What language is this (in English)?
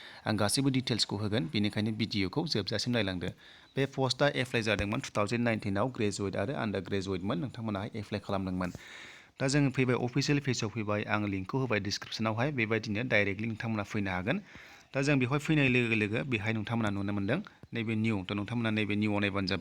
Bodo